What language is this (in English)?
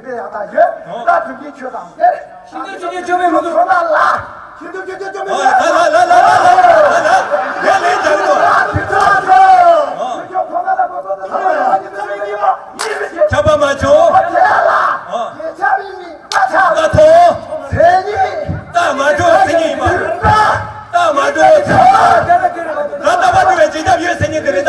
Tibetan